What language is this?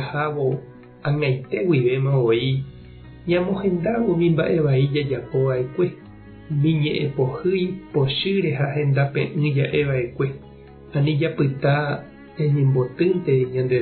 Guarani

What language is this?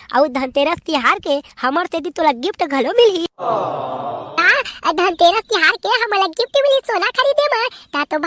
Chhattisgarhi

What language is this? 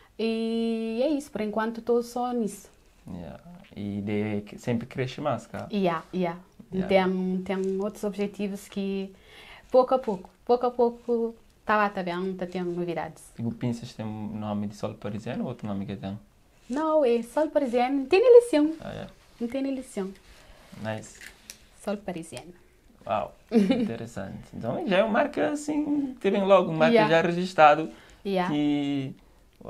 Kabuverdianu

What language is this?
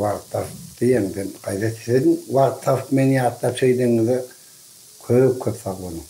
Turkmen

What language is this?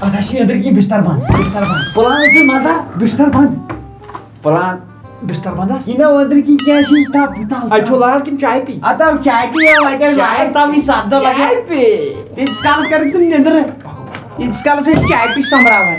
Kashmiri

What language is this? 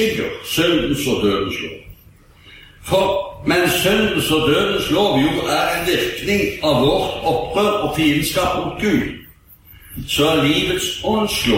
Norwegian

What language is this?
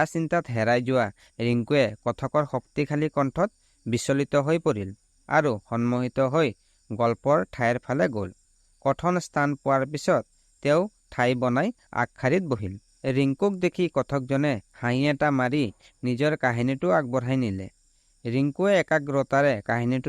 Assamese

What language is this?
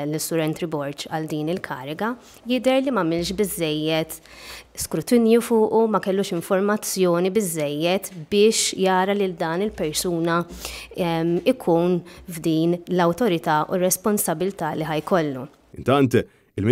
Maltese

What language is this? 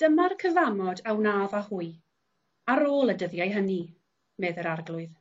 Welsh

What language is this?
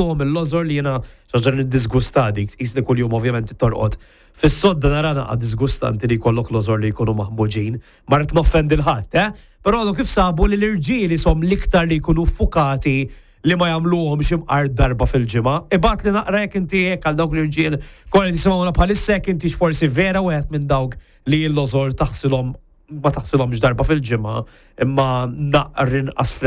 Maltese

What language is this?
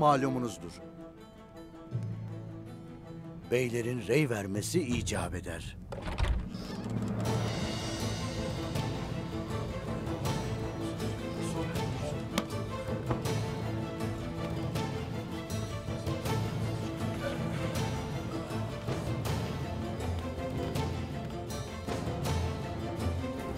Turkish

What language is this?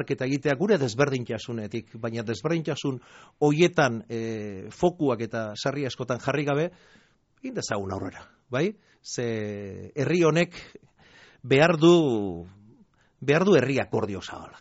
Basque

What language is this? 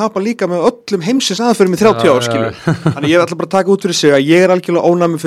Icelandic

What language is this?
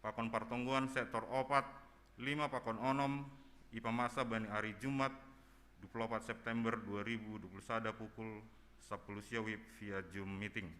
Batak Simalungun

